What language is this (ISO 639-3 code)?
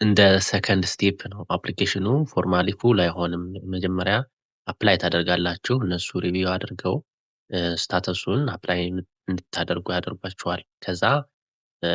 amh